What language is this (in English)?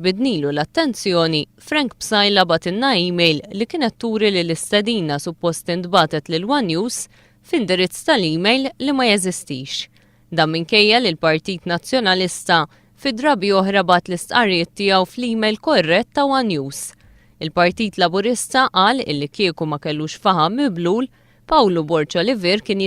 Maltese